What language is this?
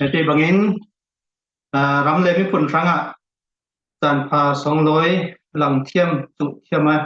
Falam Chin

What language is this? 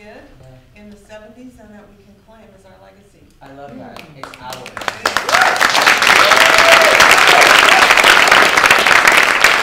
English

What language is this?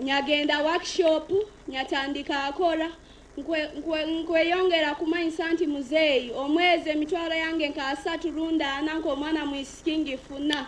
Nyankole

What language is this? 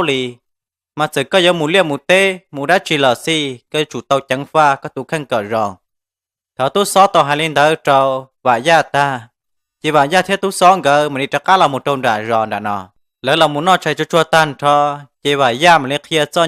Hmong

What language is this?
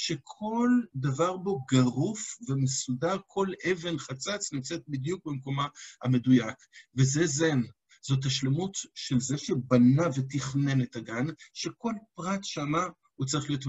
Hebrew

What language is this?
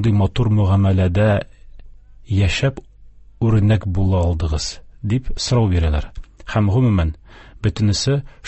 Tatar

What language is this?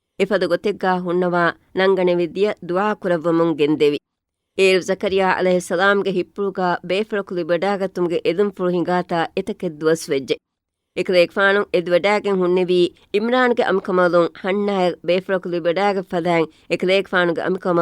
Divehi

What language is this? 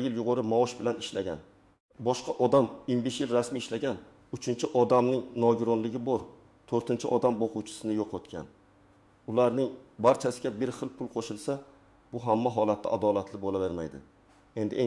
Uzbek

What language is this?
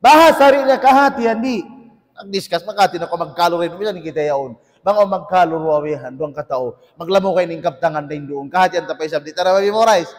Tausug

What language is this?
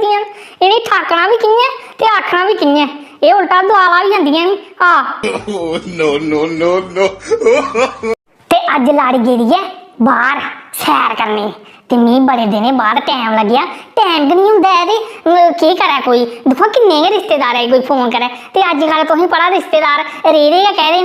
Dogri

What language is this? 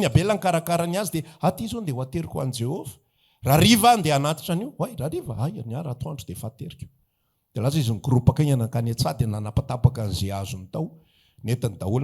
Malagasy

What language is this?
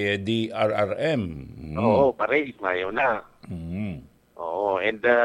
Bikol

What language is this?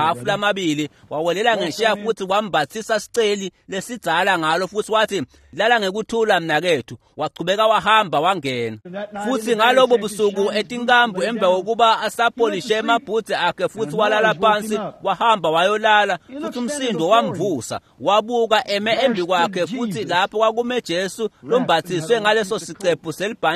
Swati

